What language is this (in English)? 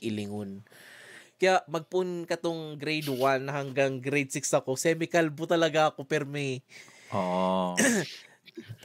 Bikol